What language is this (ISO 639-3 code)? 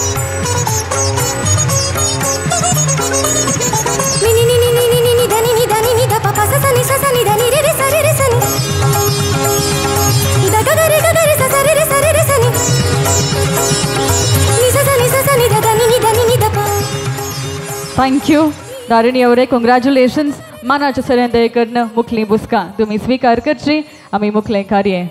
kok